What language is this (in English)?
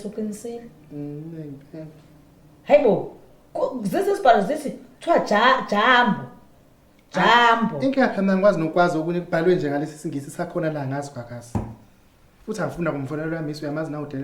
Zulu